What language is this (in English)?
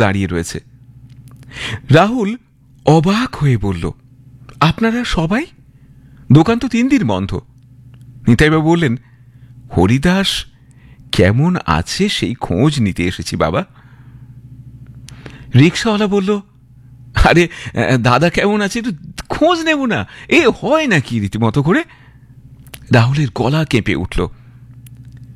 Bangla